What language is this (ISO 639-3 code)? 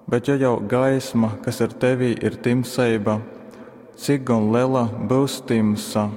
ltg